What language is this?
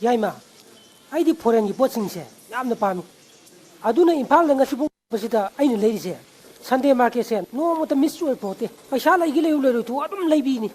Manipuri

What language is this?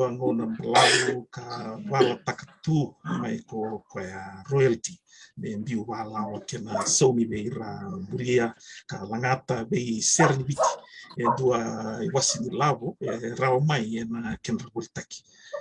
Fijian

